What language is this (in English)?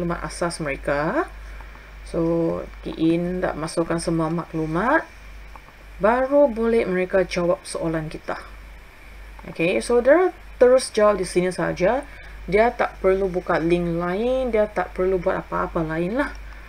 Malay